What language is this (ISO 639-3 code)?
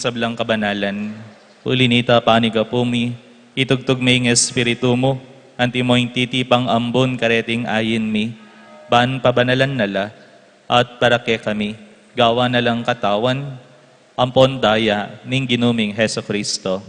pam